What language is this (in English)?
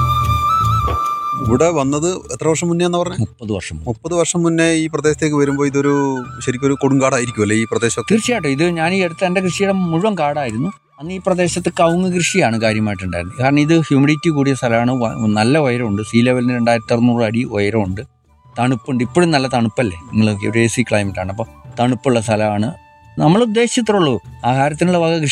Malayalam